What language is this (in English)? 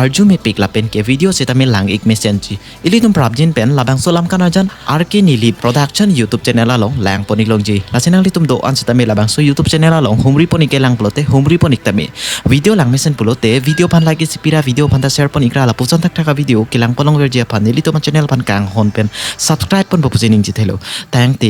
Karbi